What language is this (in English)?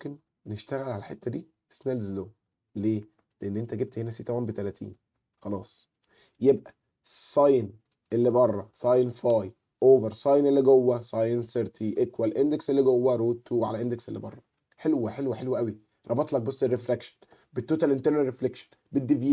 Egyptian Arabic